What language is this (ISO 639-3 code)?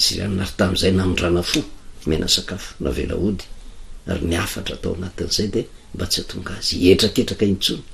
mlg